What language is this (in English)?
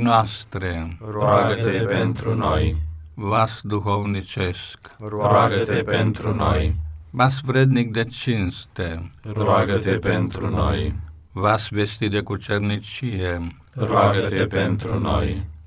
Romanian